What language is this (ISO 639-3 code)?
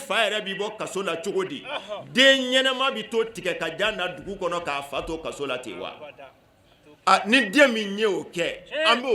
bam